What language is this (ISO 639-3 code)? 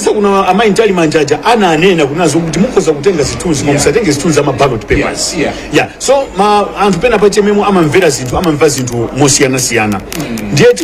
nya